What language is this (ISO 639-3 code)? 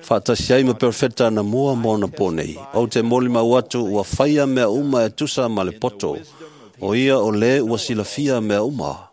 smo